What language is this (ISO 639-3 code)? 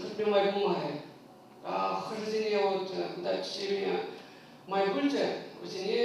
chv